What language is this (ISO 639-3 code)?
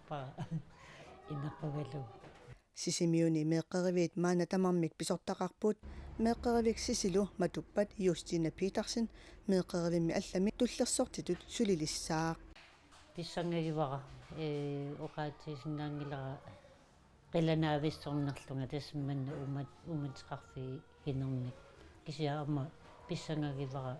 kal